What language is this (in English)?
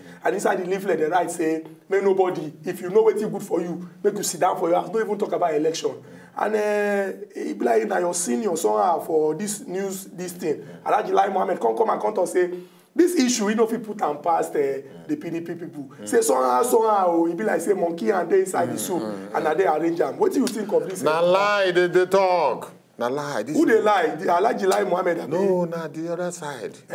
Nigerian Pidgin